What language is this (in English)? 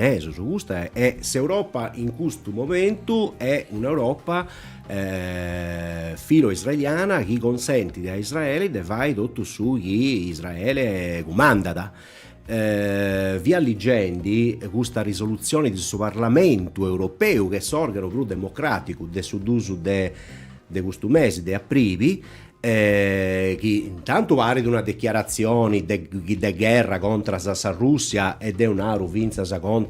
Sardinian